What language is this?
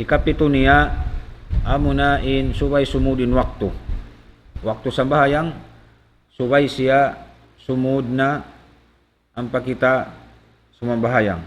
Tausug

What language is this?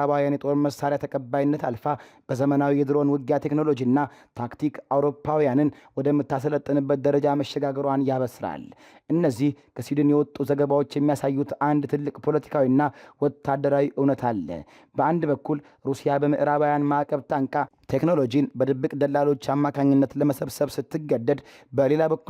Amharic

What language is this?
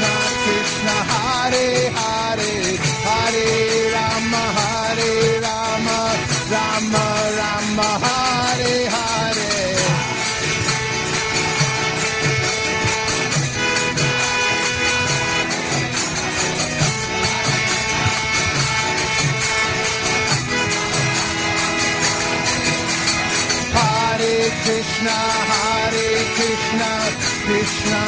Hindi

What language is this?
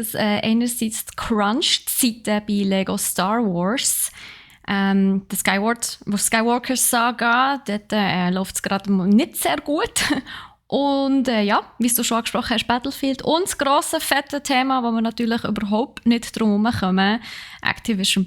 Swiss German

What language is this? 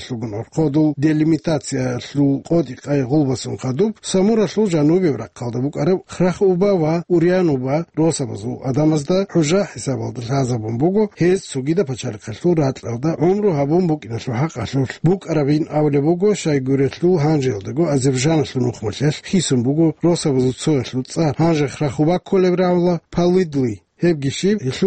Avaric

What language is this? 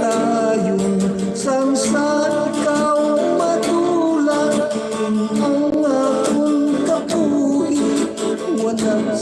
Hiligaynon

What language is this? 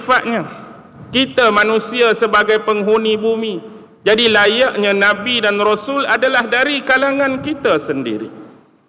Malay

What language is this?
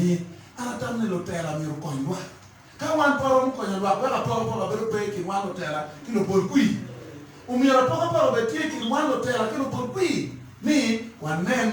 Acoli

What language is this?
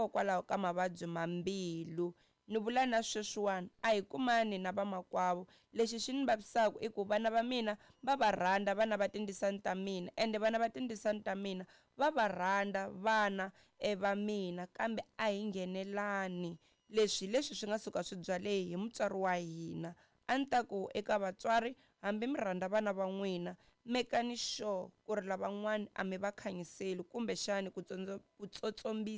Tsonga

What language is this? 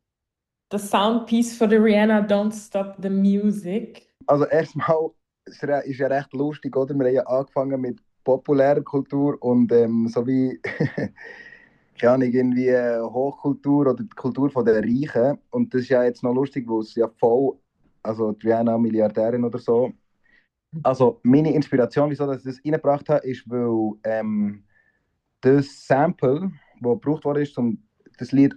German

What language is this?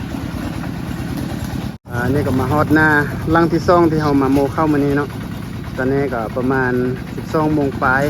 Lao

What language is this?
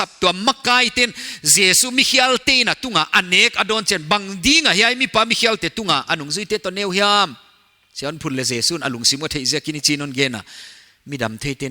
Paite Chin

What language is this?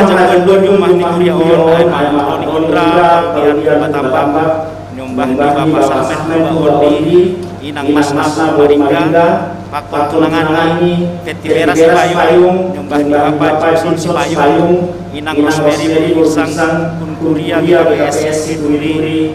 Batak Simalungun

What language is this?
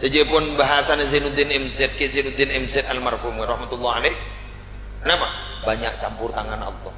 Madurese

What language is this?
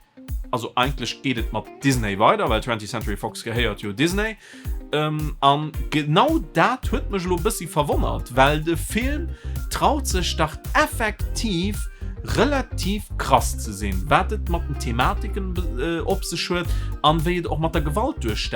Luxembourgish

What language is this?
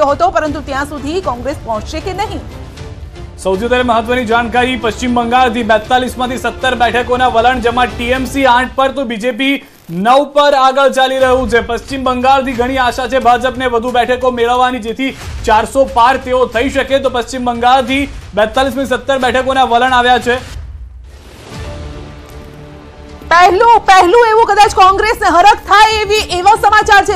Gujarati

